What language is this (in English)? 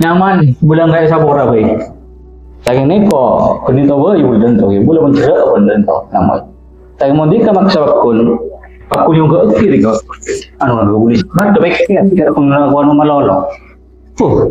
Madurese